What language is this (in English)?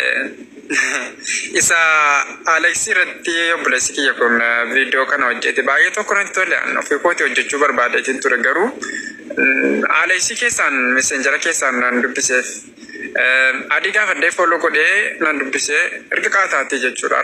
Oromo